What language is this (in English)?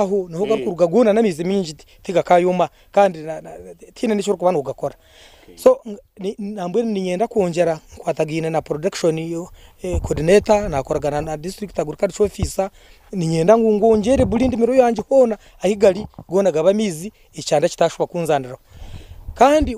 Nyankole